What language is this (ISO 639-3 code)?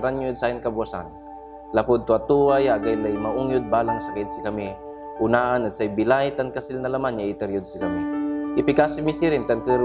pag